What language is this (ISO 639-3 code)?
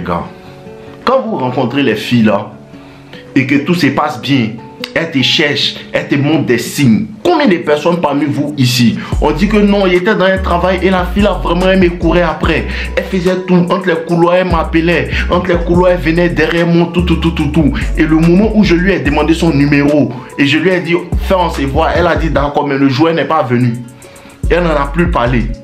fra